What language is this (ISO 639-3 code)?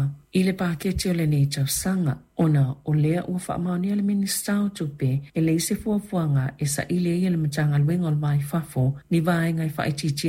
smo